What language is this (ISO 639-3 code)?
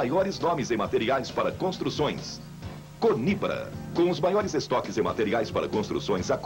por